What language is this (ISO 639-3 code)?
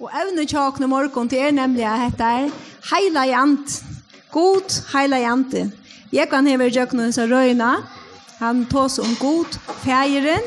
fao